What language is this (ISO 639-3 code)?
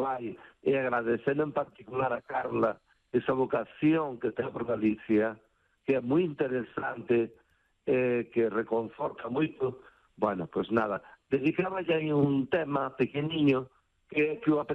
glg